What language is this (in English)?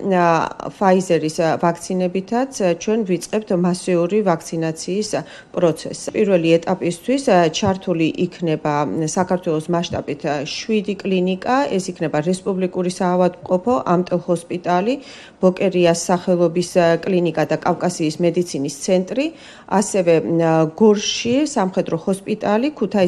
Georgian